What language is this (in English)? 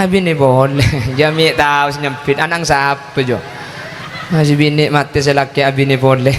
Madurese